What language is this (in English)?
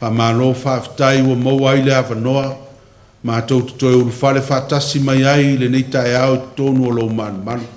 Samoan